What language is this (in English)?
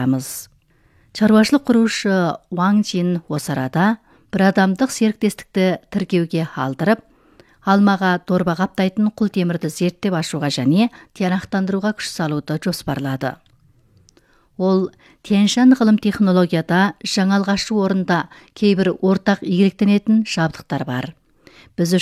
Kazakh